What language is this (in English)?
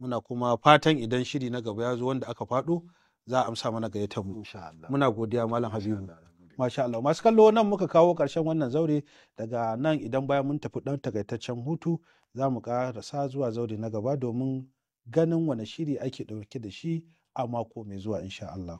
Hausa